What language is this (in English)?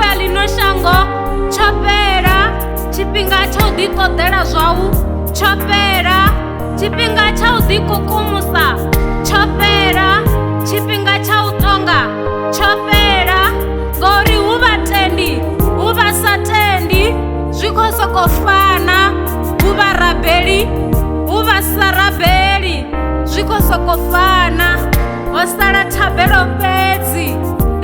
Venda